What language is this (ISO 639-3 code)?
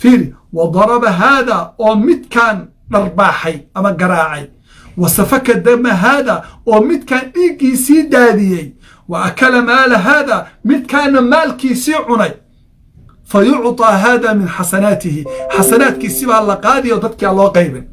som